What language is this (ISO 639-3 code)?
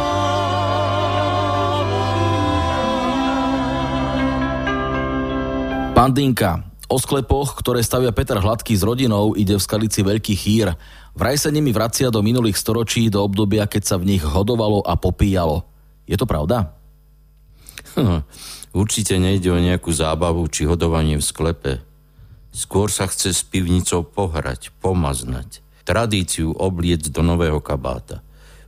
slk